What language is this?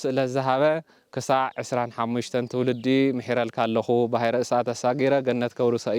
Tigrinya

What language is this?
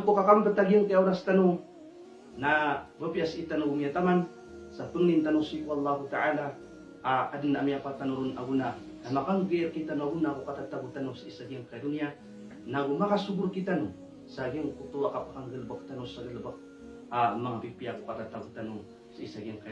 Maranao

